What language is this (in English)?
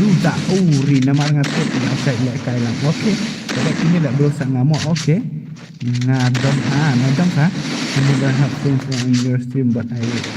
Khasi